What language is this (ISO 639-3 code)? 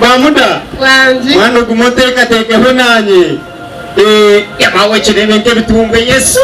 nyn